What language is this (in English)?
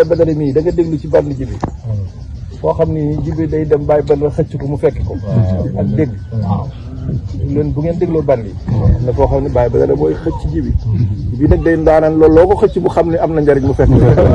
Wolof